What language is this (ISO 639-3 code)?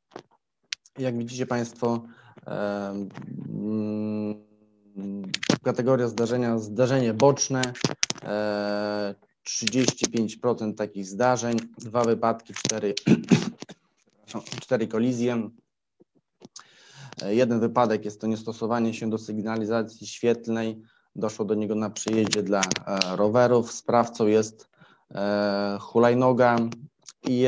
pol